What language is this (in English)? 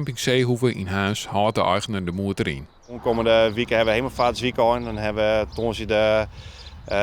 Western Frisian